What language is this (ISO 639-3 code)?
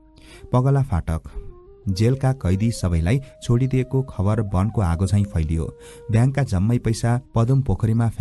nep